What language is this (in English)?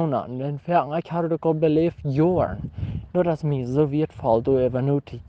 Plautdietsch